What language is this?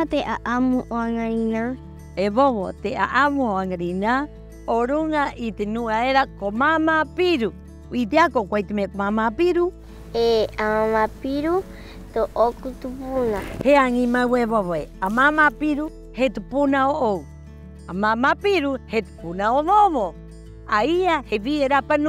Rapanui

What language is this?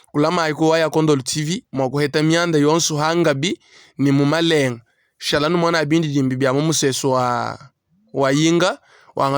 Luba-Lulua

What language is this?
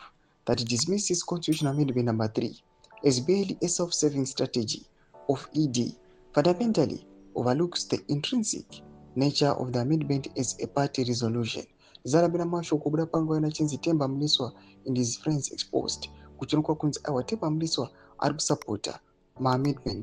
Shona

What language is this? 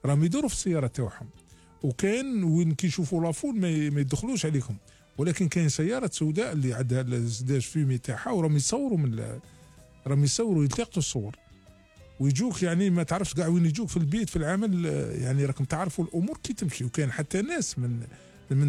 Algerian Arabic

